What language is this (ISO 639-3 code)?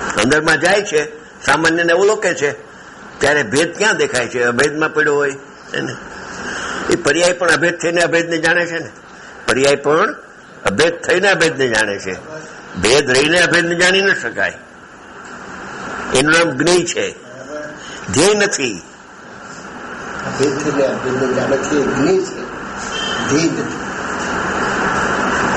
guj